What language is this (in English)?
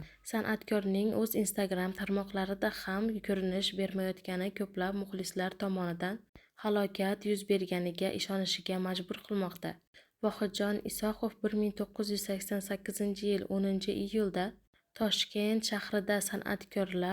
Uzbek